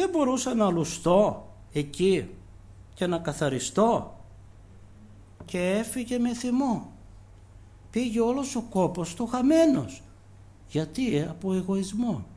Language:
Greek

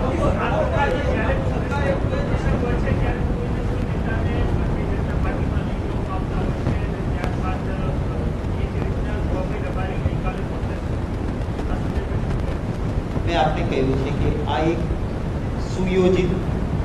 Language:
Gujarati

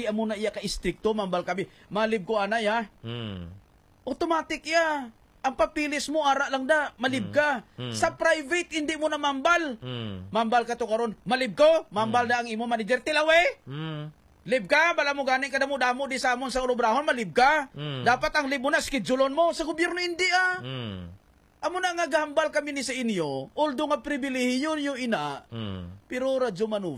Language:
Hiligaynon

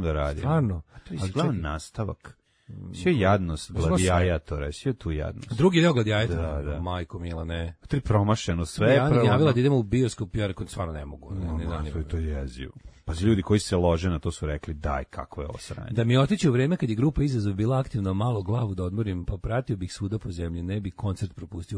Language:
Serbian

